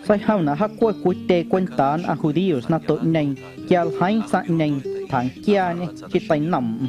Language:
Guerrero Amuzgo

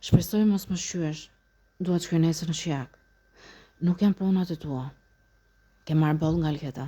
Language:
Albanian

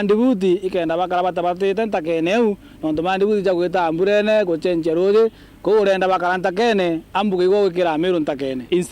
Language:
Meru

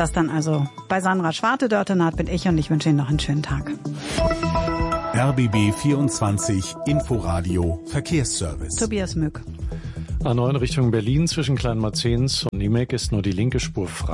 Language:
German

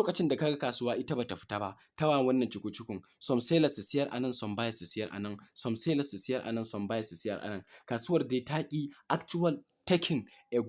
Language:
Hausa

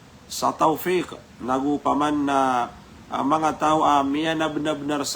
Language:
Maranao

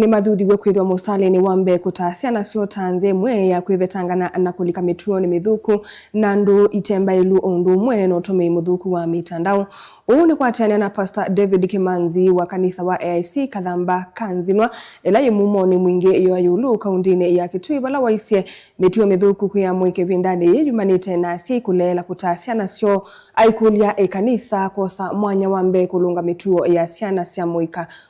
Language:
Kamba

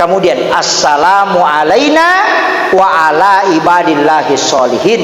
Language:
Buginese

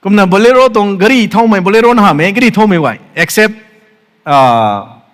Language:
Rongmei Naga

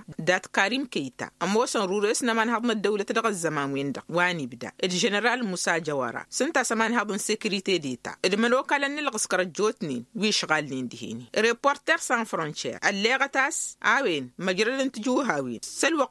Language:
Tamasheq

